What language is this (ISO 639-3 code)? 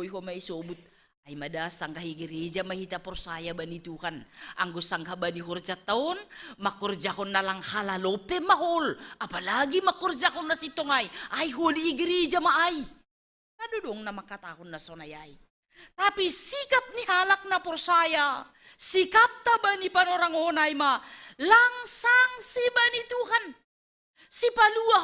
bts